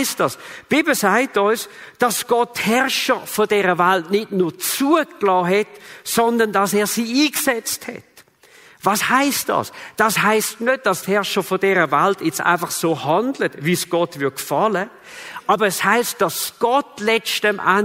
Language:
Swiss German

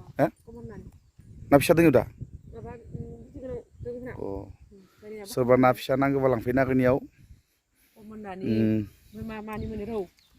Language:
Bodo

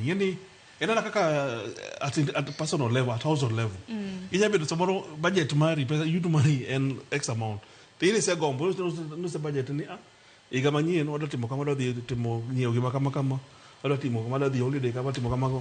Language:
Luo (Kenya and Tanzania)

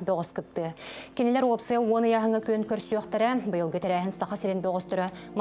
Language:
Yakut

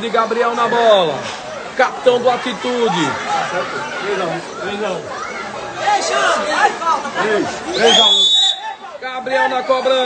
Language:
Portuguese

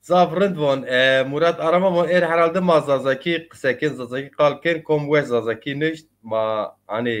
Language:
Zaza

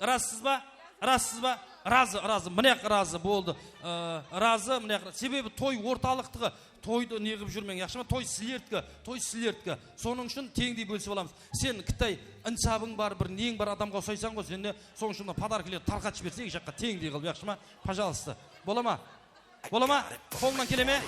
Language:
Kara-Kalpak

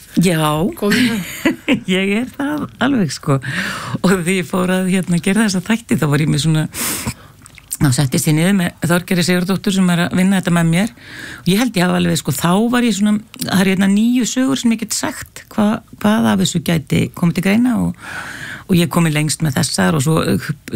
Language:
Icelandic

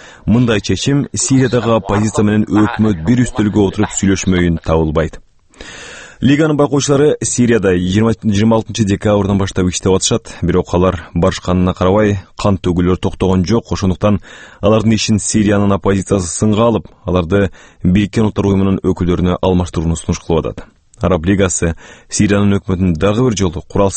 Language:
Kyrgyz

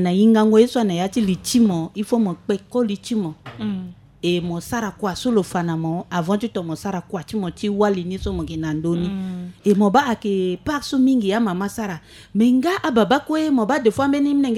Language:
Sango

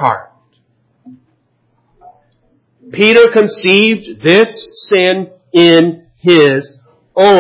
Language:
English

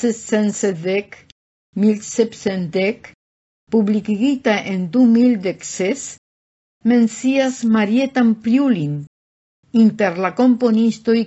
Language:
Esperanto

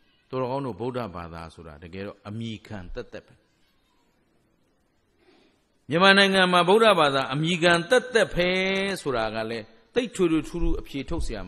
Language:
Burmese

